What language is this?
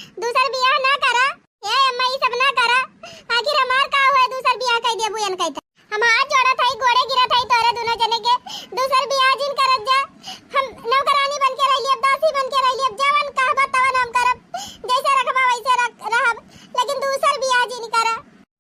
Awadhi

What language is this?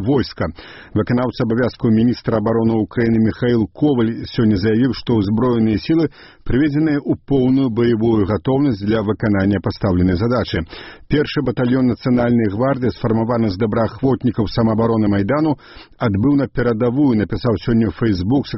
Belarusian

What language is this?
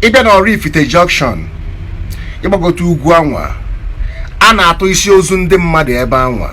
Igbo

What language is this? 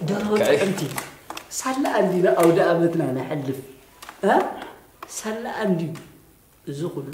Tigrinya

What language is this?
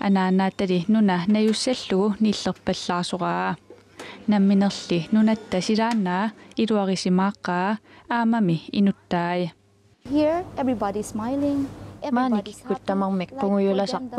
Kalaallisut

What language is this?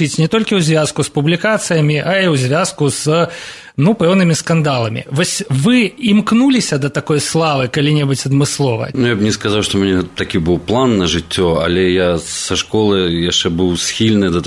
Belarusian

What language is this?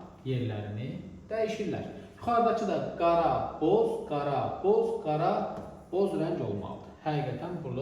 Azerbaijani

